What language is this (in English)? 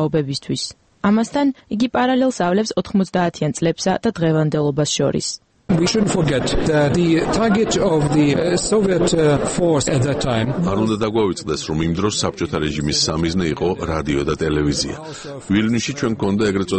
Georgian